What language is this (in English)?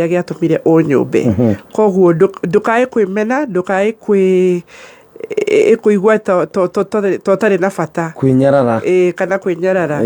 Kikuyu